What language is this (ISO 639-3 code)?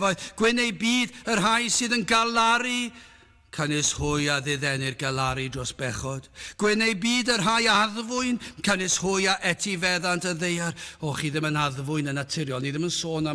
cym